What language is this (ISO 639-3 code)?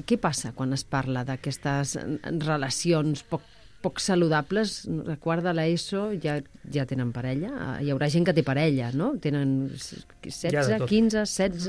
cat